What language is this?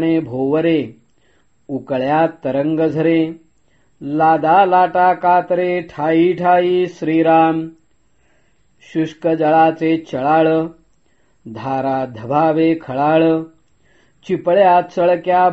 Marathi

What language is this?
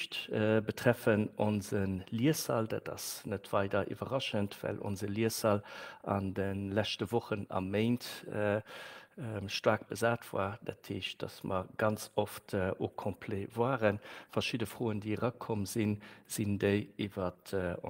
Luxembourgish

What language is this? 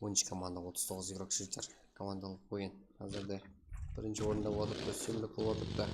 Kara-Kalpak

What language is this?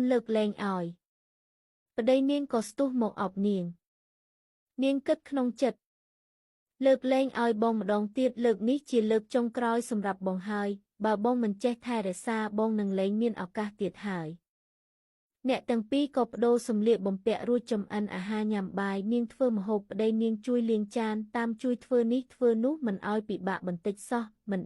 Khmer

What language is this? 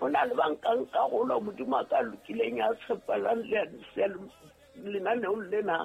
Southern Sotho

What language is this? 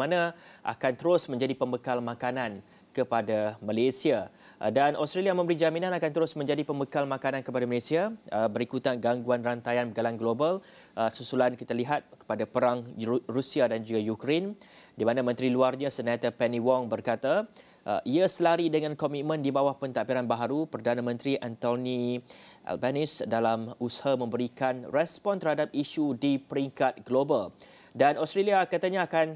Malay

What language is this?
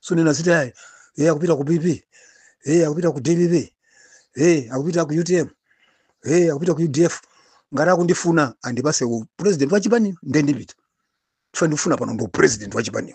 Nyanja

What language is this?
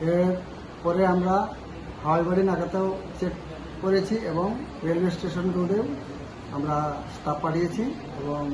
Kok Borok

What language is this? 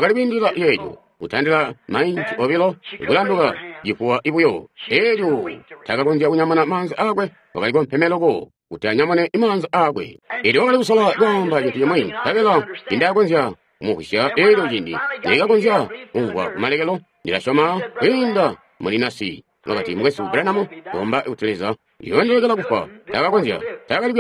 Tonga (Zambia)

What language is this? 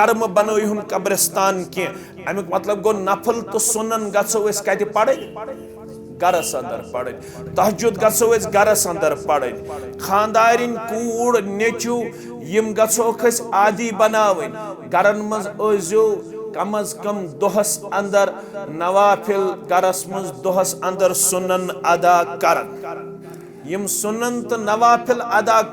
Kashmiri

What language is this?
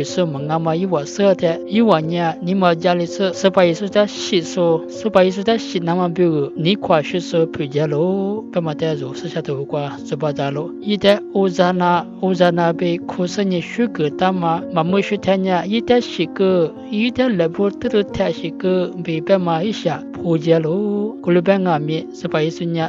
Lisu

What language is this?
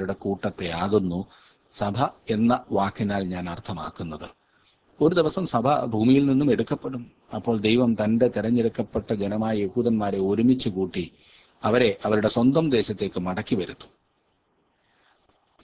Malayalam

